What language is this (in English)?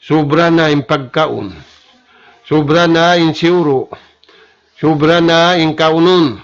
Tausug